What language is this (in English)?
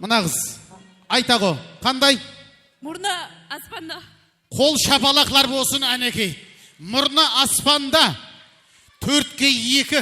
Kara-Kalpak